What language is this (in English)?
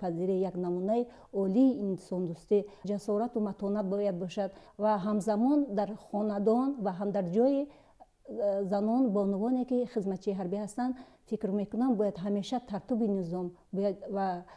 Tajik